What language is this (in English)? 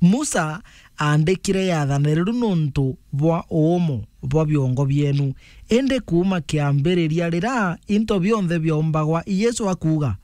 Meru